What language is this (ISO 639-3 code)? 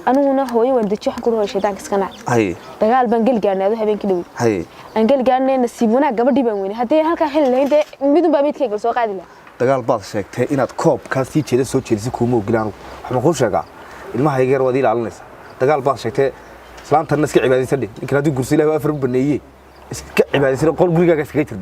som